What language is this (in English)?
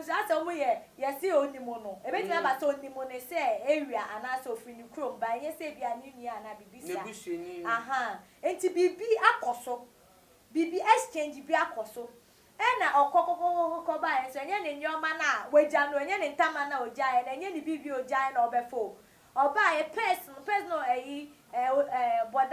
Akan